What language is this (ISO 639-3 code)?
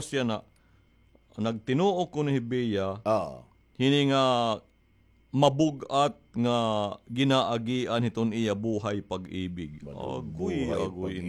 war